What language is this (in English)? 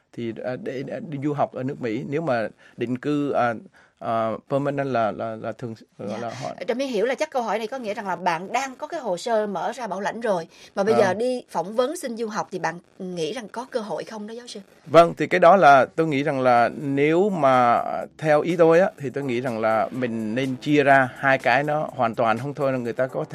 Vietnamese